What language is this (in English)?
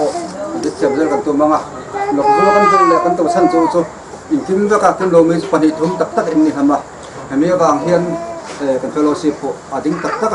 Hakha Chin